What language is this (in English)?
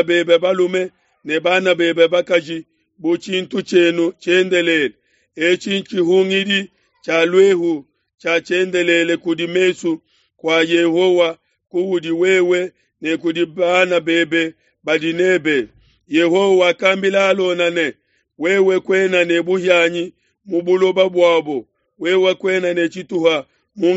Luba-Lulua